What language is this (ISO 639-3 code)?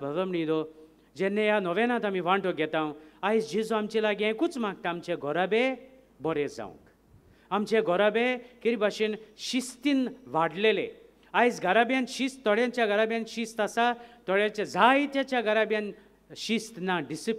kok